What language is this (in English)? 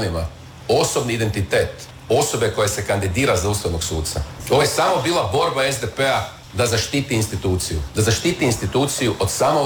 Croatian